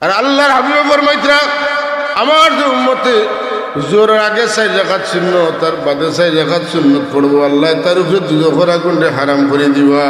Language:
Sylheti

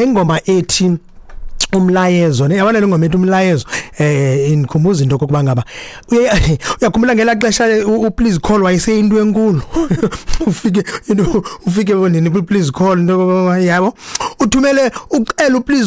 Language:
Xhosa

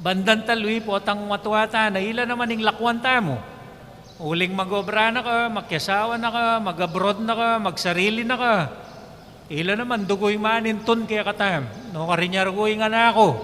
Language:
Pampanga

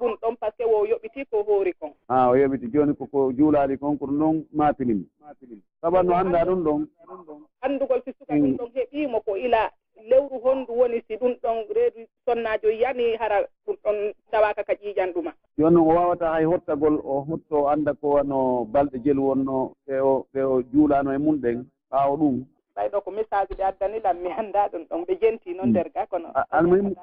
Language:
Pular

